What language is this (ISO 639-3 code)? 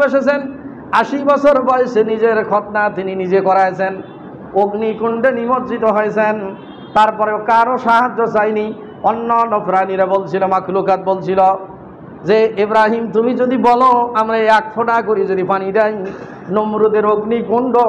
ben